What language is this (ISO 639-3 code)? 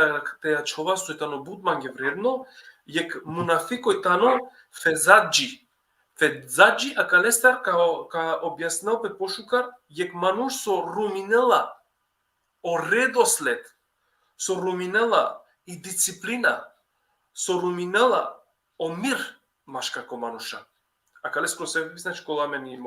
rmn